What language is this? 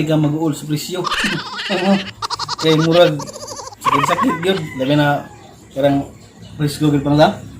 Cebuano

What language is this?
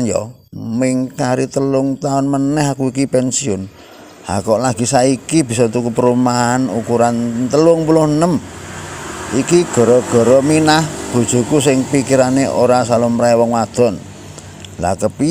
Javanese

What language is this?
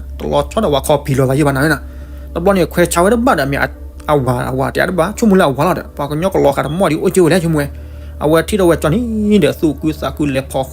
S'gaw Karen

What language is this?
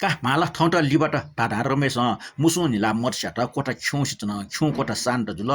Newari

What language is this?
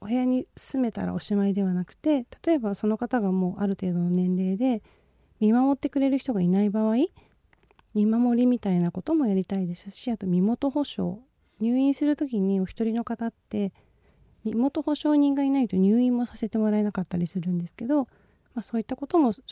Japanese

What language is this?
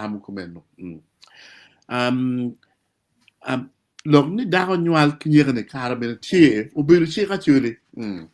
Acoli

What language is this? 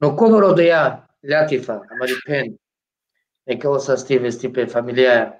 Balkan Romani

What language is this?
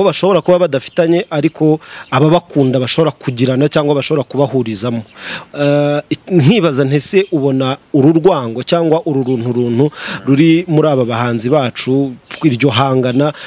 Kinyarwanda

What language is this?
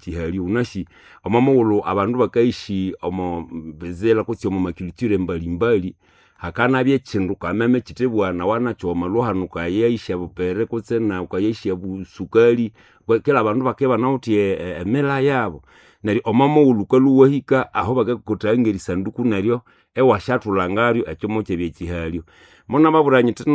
Nande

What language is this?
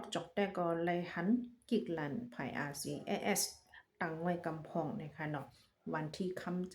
Shan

